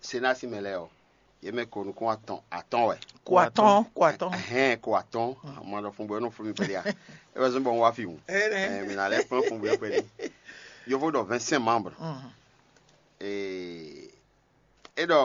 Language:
Fon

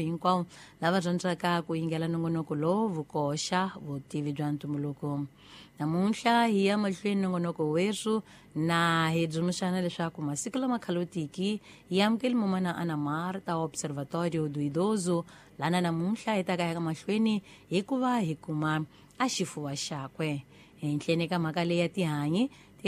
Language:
Tsonga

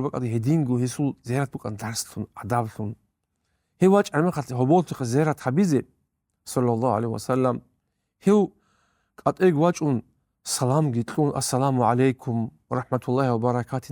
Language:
Avaric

